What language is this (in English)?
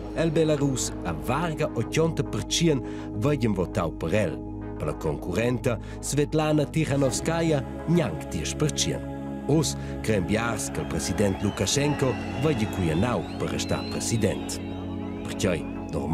Romansh